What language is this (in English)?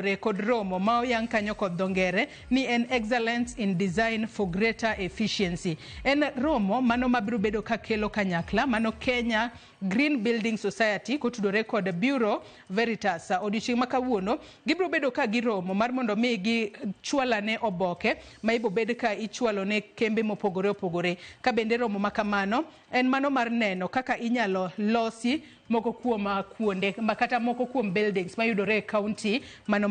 Luo (Kenya and Tanzania)